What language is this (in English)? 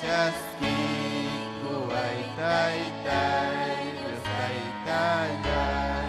Ayacucho Quechua